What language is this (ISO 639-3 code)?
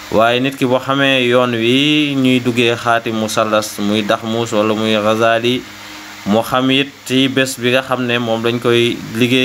wol